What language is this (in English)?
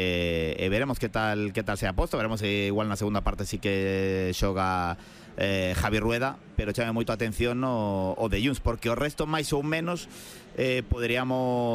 Galician